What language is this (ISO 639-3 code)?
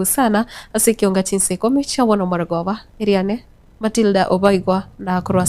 guz